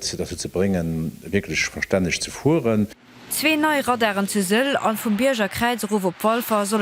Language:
Luxembourgish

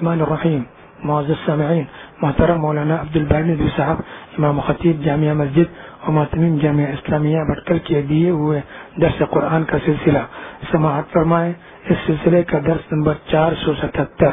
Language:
Urdu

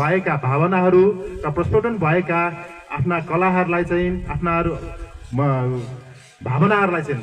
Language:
Nepali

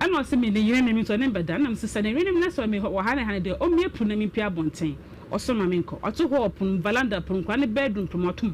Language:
Akan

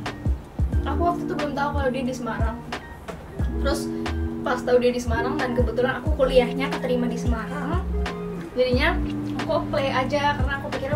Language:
Indonesian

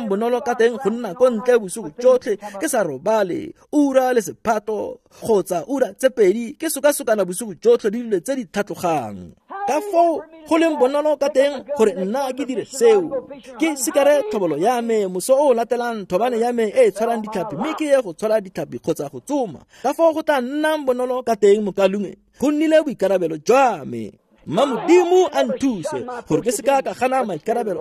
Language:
Tswana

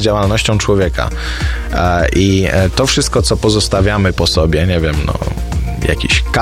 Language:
Polish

